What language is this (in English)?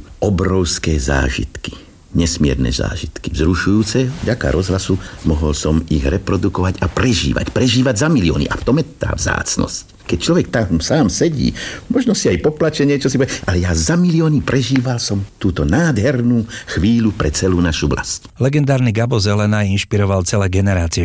Slovak